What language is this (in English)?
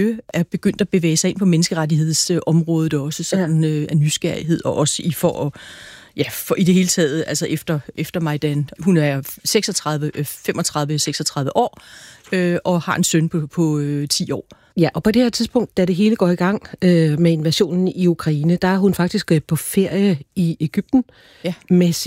Danish